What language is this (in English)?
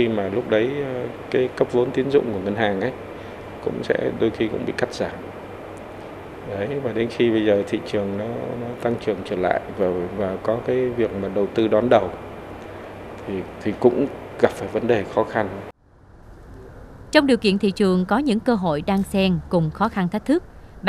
Vietnamese